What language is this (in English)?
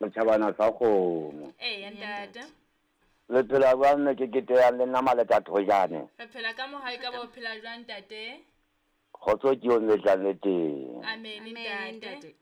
Southern Sotho